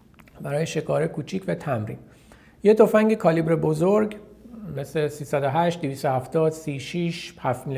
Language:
Persian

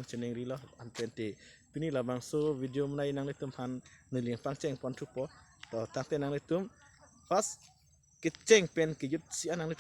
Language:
Karbi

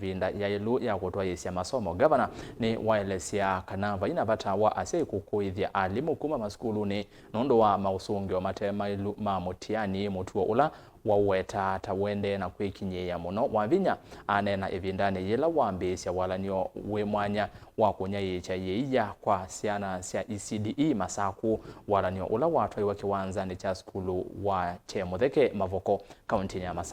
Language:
Kamba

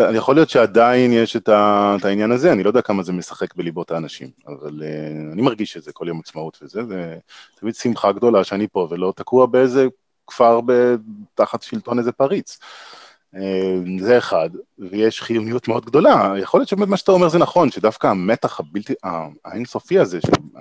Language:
Hebrew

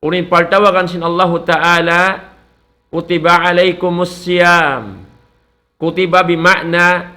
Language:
Tausug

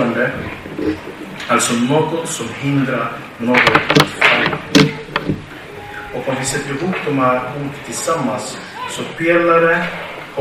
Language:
Swedish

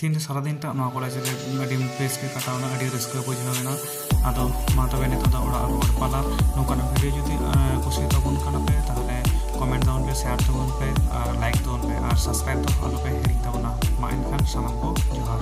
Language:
Santali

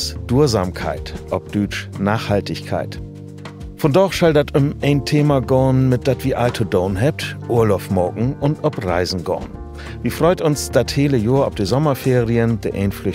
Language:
Low German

